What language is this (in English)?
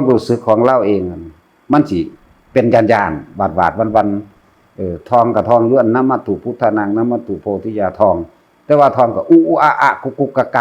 Northeastern Thai